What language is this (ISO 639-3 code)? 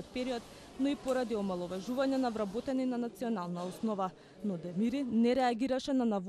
mkd